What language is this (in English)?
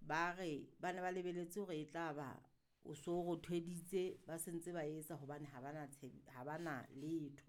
Southern Sotho